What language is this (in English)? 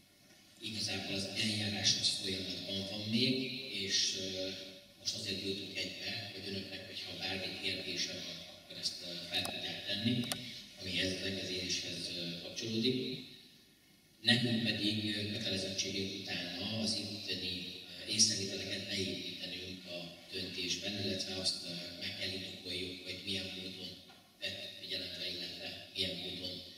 Hungarian